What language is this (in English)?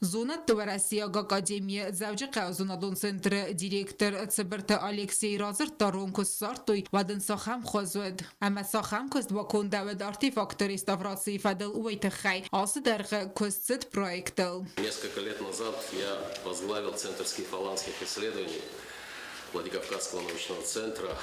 Ossetic